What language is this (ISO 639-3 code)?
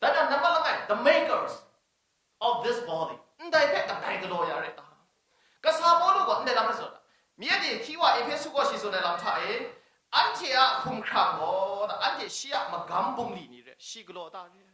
kac